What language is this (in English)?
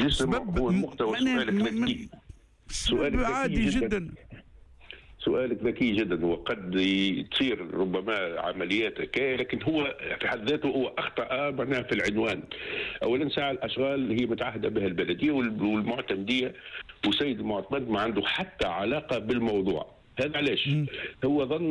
Tunisian Arabic